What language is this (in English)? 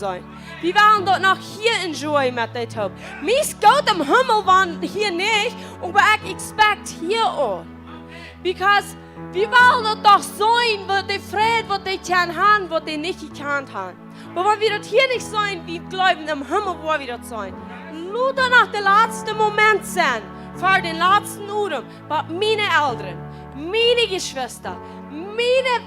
Plautdietsch